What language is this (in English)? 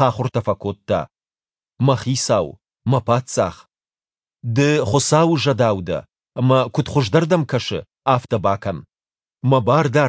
Ossetic